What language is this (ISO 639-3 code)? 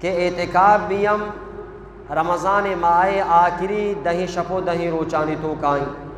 bgp